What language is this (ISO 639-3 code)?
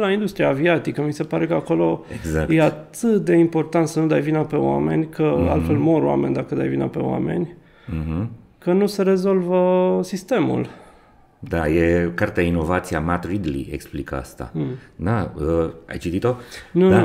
ron